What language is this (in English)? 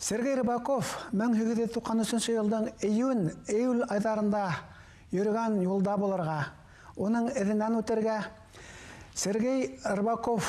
Bashkir